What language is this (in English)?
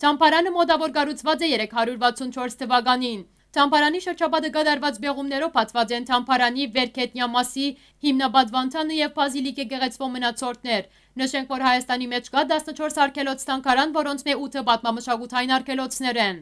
Western Armenian